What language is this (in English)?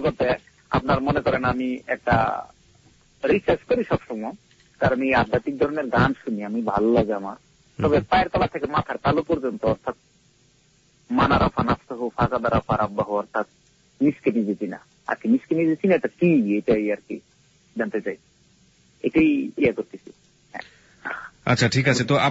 Bangla